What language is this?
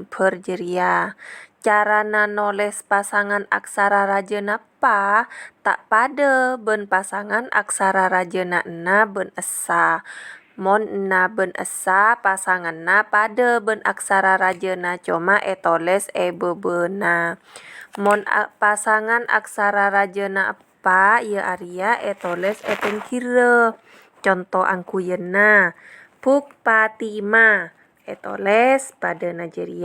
Madurese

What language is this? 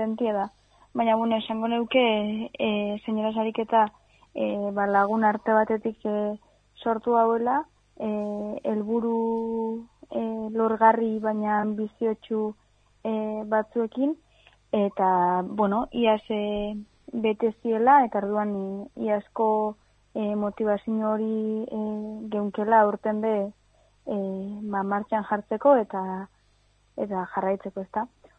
Basque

